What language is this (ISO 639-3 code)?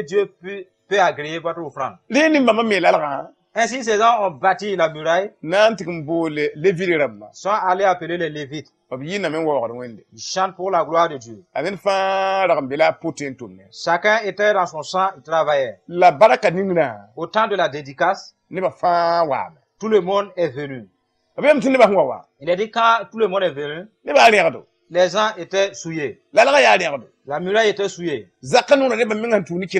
mos